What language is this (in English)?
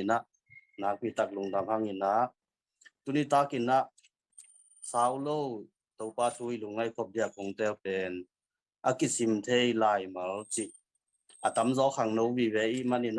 Tedim Chin